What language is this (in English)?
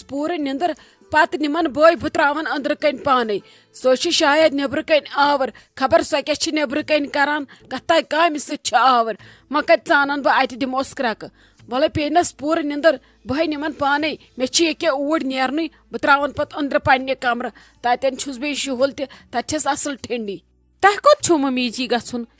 Kashmiri